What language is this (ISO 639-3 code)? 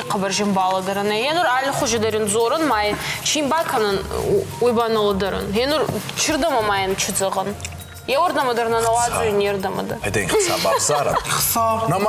oss